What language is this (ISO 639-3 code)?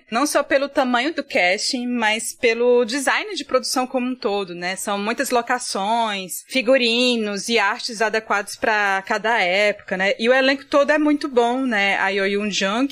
por